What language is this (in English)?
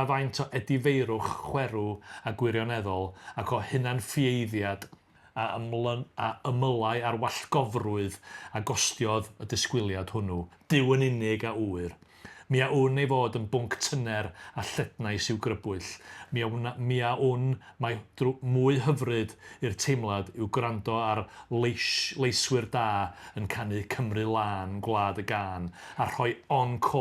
Welsh